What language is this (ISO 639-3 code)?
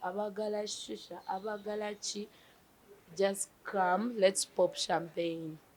lug